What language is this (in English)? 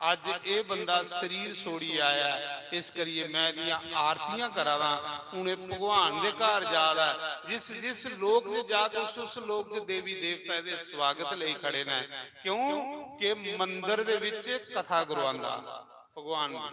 Dogri